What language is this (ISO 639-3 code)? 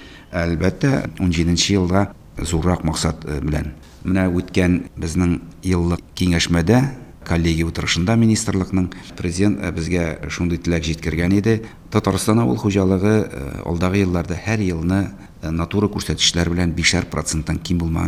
tat